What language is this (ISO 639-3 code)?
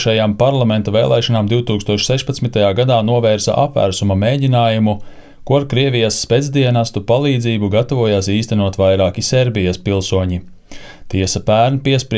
lav